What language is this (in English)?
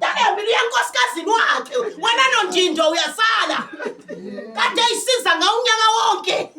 Zulu